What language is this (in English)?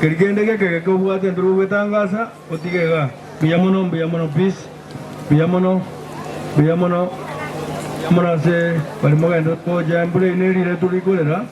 Gusii